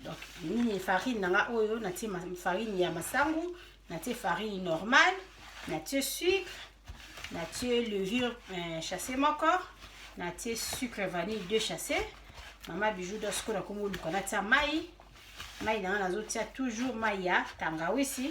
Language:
Lingala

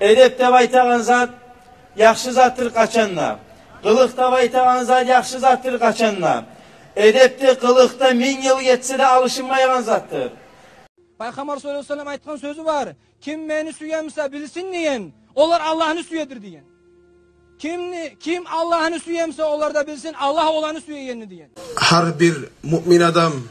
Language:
Kumyk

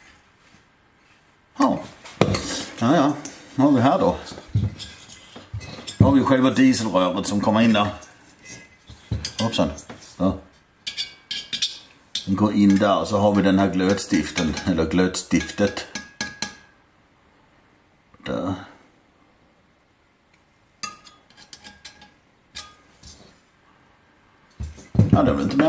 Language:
Swedish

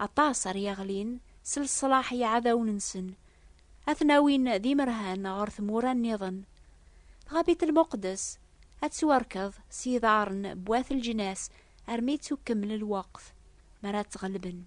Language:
Kabyle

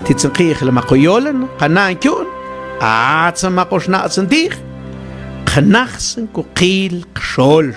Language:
Mam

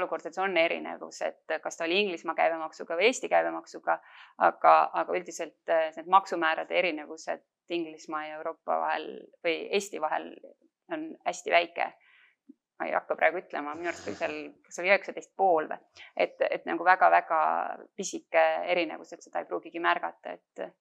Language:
Estonian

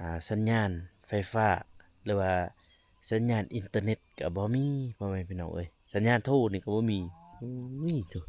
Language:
Lao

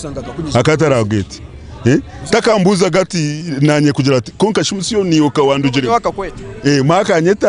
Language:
Nyankole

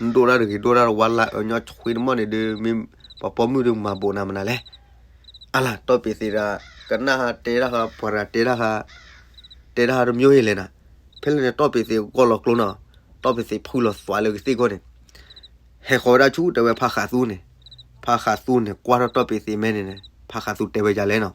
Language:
S'gaw Karen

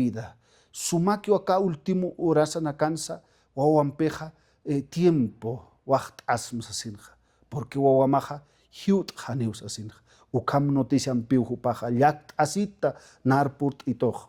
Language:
Aymara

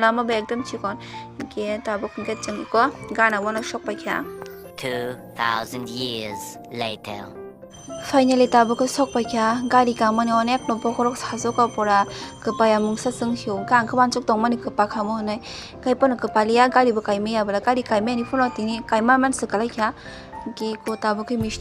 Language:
Kok Borok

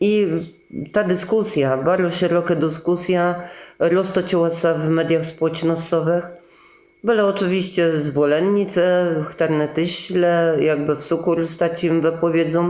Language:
Kashubian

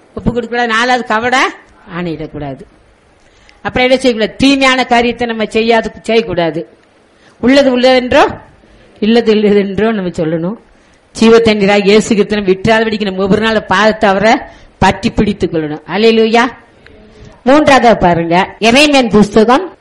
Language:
Tamil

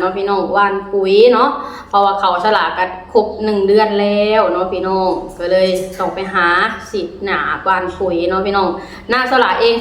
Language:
Lao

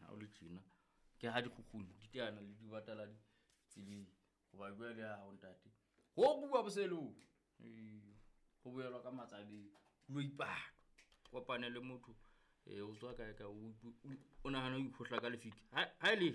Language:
Southern Sotho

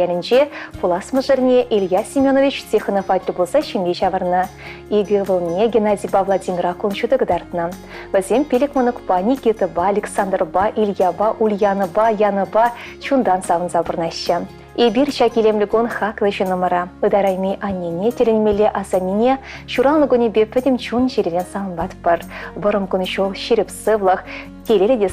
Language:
Chuvash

